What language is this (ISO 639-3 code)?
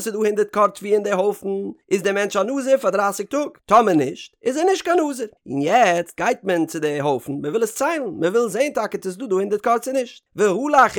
yid